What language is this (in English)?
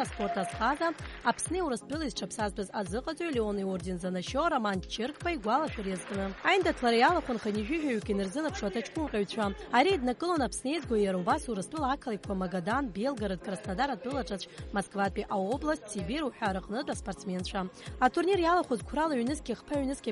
Abkhazian